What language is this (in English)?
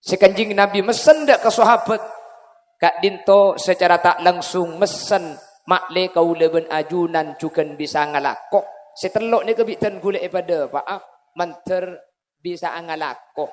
Madurese